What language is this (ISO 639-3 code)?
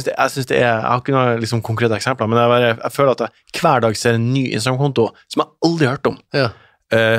nor